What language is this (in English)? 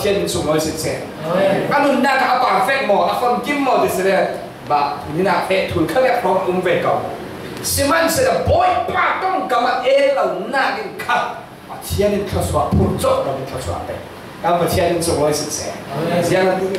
Falam Chin